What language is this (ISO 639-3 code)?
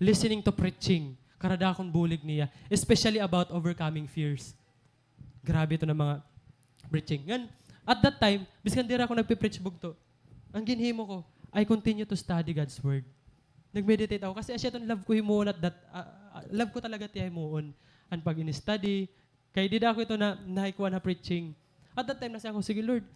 war